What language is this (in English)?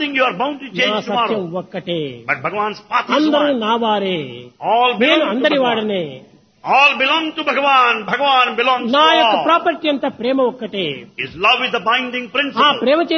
Telugu